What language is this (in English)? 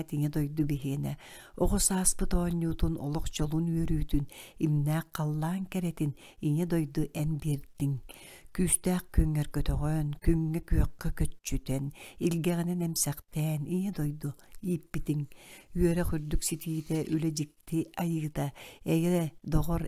Yakut